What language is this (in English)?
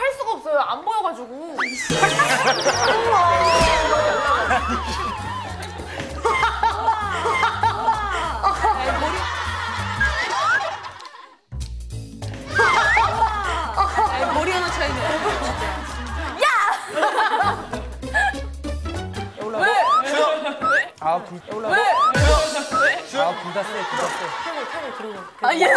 Korean